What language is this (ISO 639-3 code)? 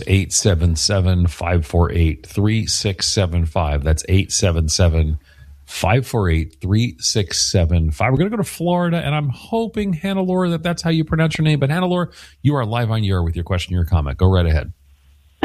eng